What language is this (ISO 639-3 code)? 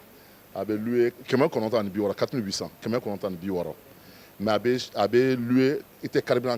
bam